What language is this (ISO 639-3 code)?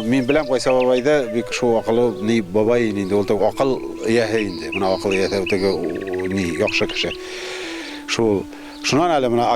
bak